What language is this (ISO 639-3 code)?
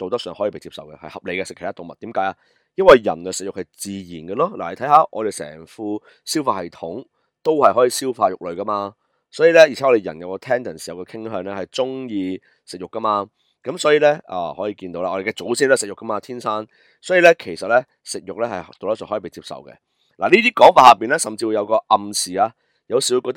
yue